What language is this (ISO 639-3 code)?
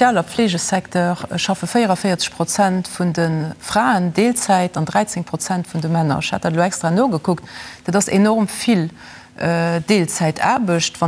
ltz